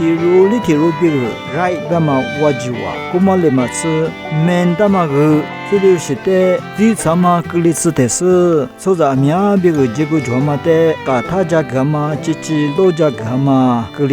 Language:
Lisu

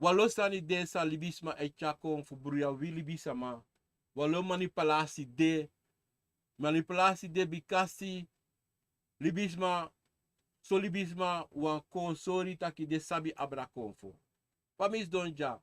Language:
Sranan Tongo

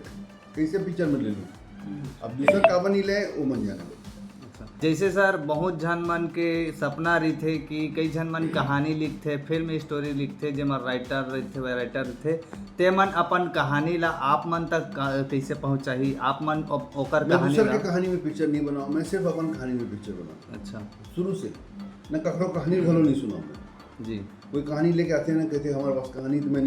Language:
Chhattisgarhi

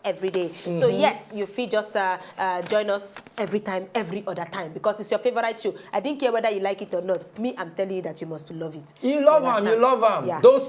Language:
Nigerian Pidgin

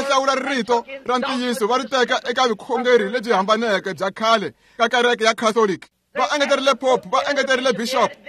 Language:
Tsonga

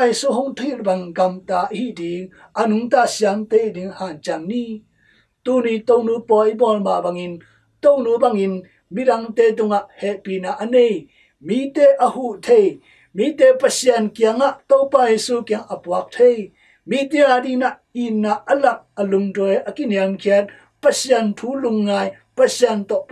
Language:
Tedim Chin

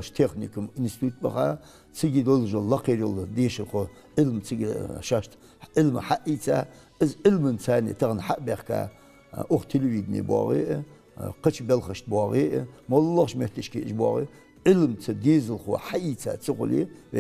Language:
Ingush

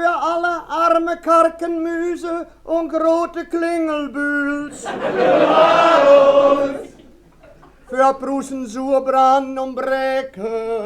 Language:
Westphalien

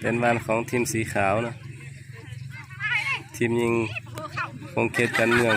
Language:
Lao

